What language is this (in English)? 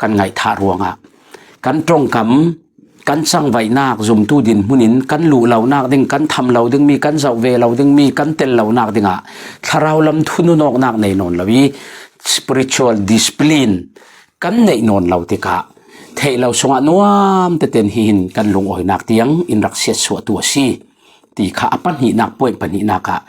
Falam Chin